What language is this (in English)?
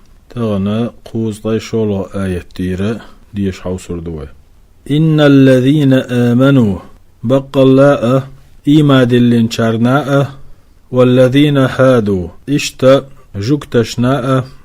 Chechen